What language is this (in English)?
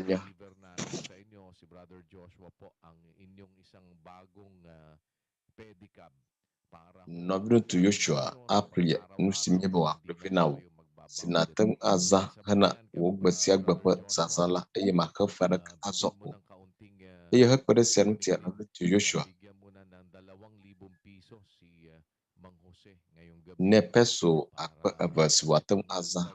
Ewe